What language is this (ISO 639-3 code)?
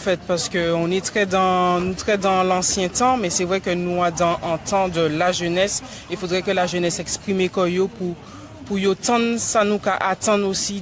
gcf